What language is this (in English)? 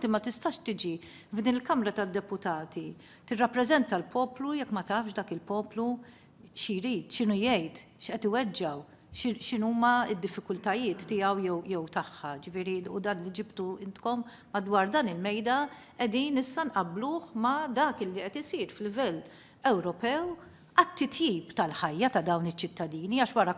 Maltese